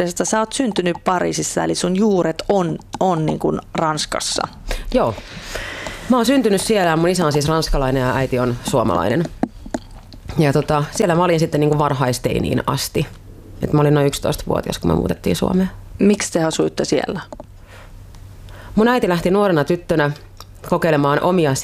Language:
Finnish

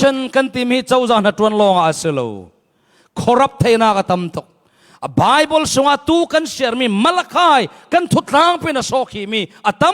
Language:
Falam Chin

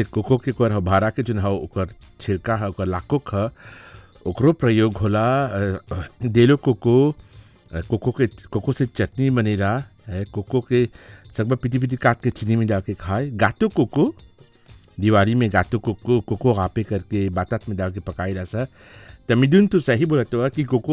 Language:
Bhojpuri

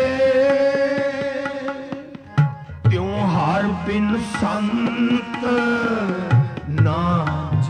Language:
Punjabi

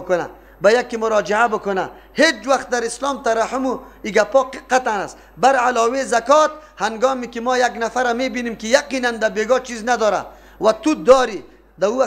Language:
Persian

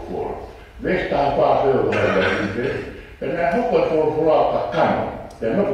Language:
Tongan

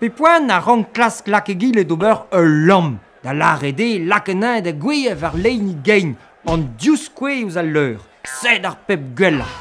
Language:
Breton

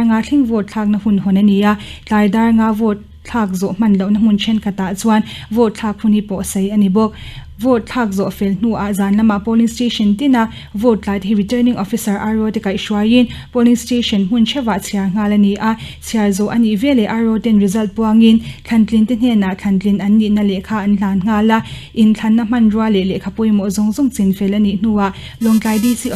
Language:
Mizo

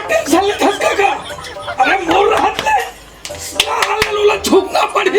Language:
Chhattisgarhi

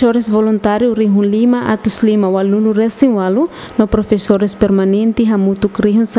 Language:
Tetum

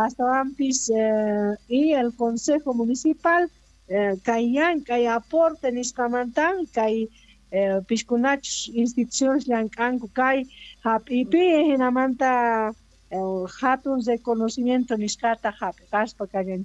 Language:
Quechua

